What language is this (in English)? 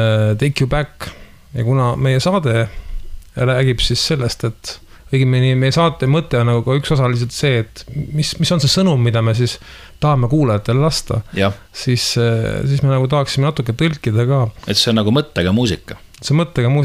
Estonian